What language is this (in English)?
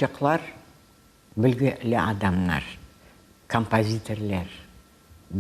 Crimean Tatar